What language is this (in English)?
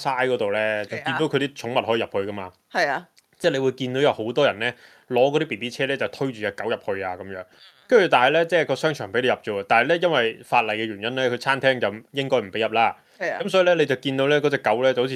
Cantonese